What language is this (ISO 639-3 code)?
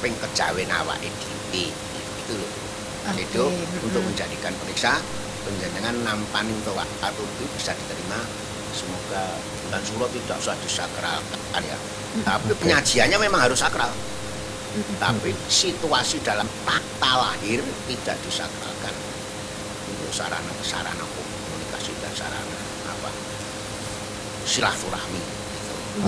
ind